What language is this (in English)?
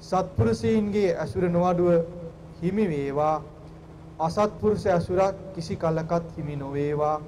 Sinhala